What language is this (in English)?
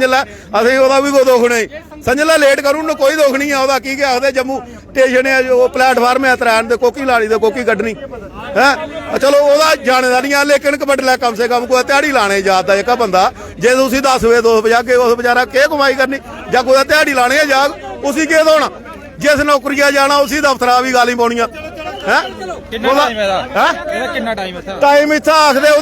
Dogri